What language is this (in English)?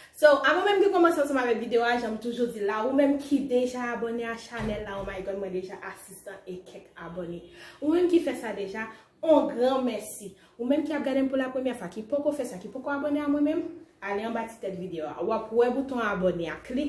Haitian Creole